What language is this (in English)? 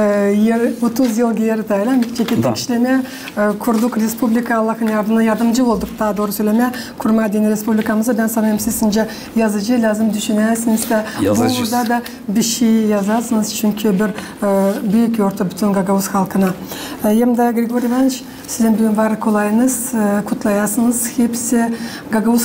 Gagauz